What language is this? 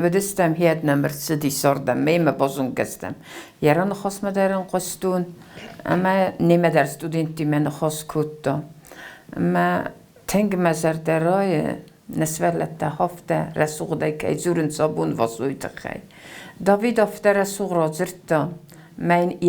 Ossetic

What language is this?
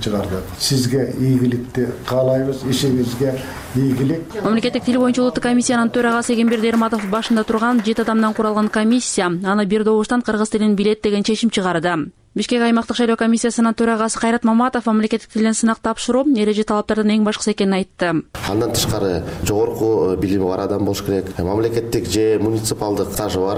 Kyrgyz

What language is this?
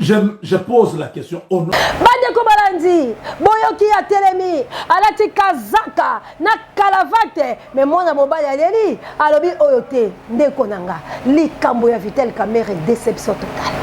Lingala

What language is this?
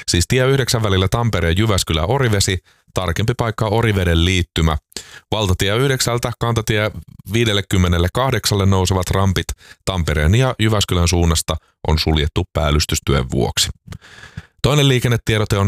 Finnish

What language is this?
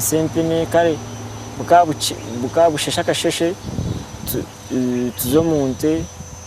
Nyankole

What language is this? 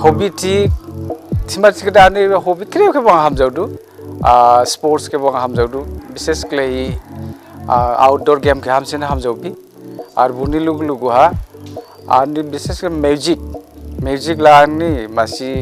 Dimasa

